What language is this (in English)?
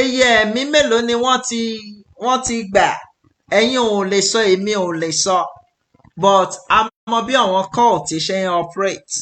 Yoruba